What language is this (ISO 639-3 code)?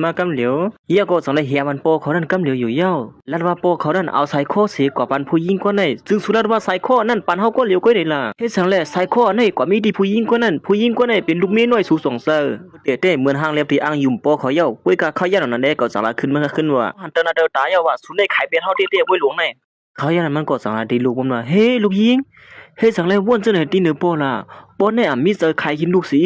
shn